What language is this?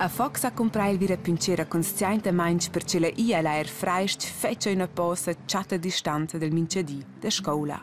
Romansh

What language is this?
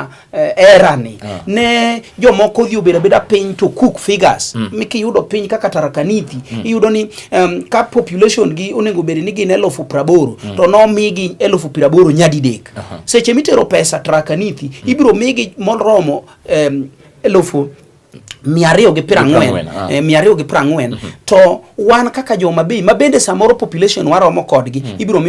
Luo (Kenya and Tanzania)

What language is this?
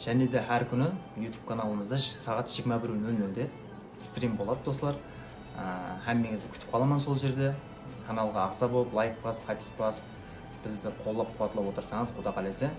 Kara-Kalpak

